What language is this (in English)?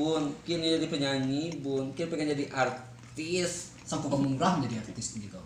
Minangkabau